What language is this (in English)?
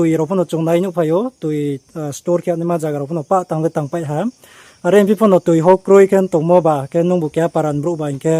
Riang (India)